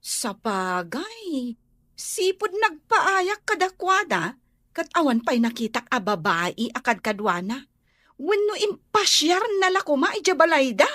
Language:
Iloko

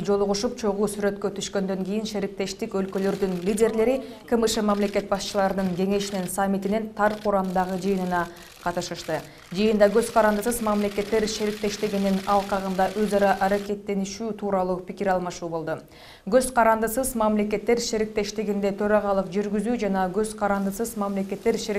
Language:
Kyrgyz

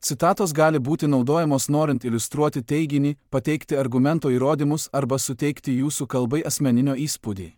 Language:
Lithuanian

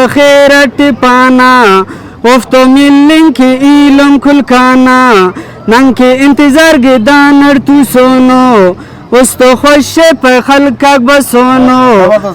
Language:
Brahui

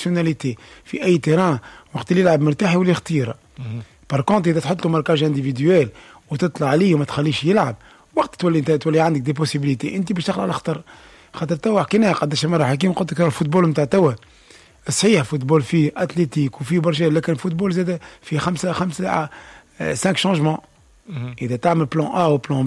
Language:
Tunisian Arabic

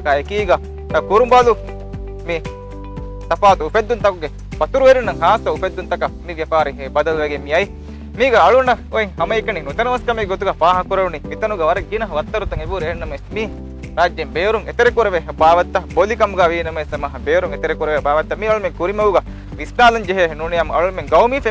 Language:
Divehi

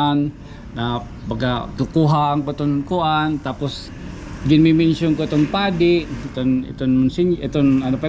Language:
Waray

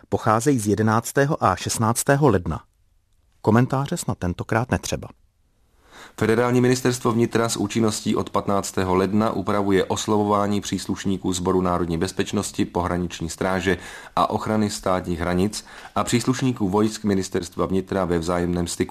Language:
Czech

